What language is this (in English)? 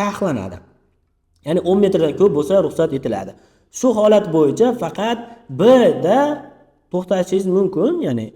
Uzbek